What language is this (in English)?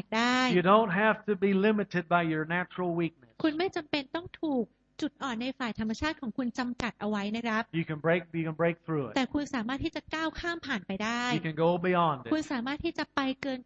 Thai